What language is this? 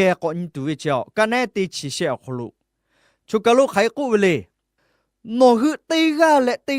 Lahu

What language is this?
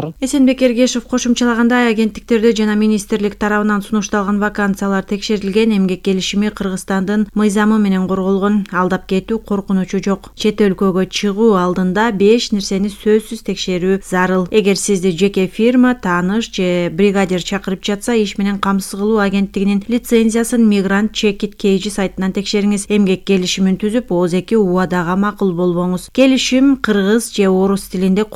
Kyrgyz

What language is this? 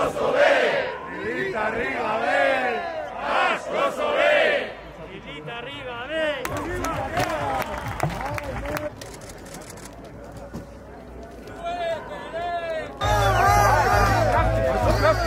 Basque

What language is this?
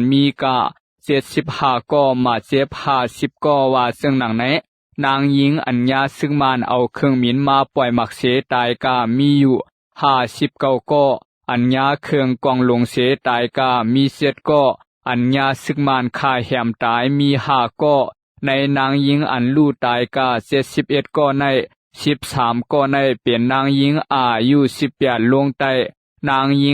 Shan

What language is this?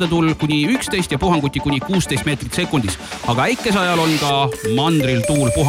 Estonian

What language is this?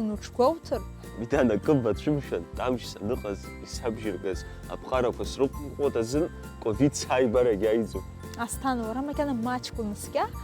Abkhazian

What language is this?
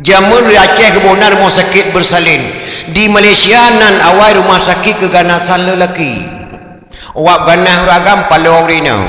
Achinese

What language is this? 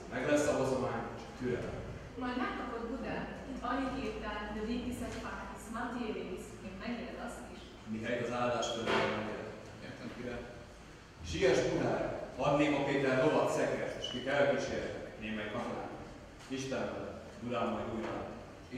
Hungarian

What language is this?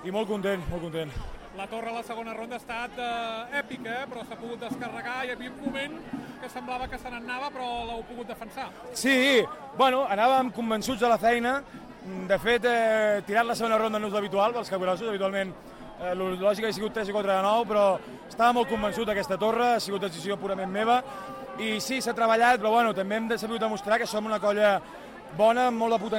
Catalan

